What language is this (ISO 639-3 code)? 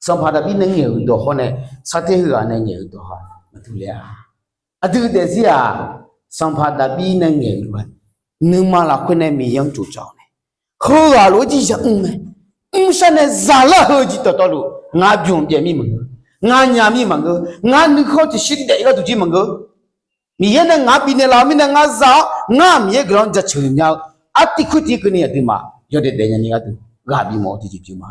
ahk